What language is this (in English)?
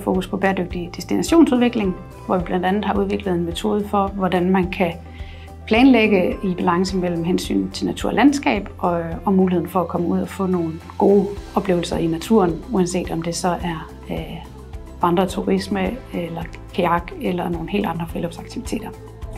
Danish